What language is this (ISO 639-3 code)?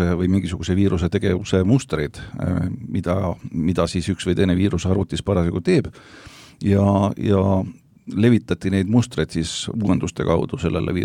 est